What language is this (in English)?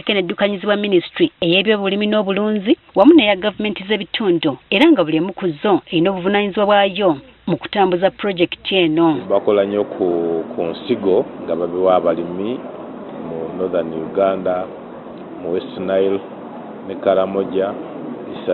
Ganda